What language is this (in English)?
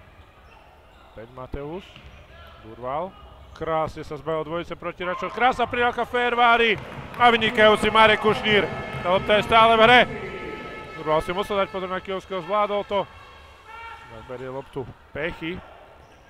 Slovak